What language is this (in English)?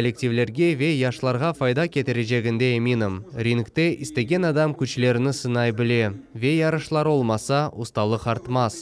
Crimean Tatar